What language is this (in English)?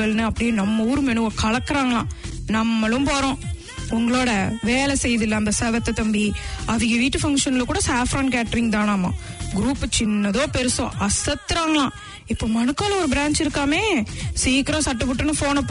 Tamil